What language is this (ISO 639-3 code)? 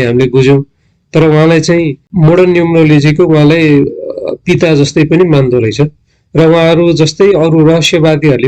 nep